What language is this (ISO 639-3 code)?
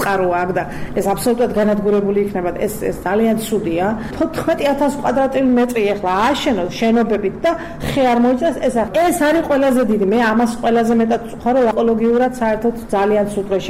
kat